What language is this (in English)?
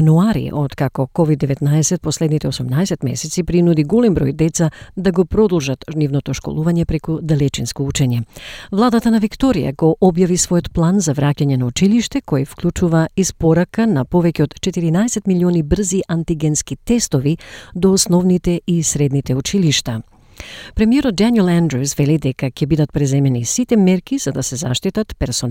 Macedonian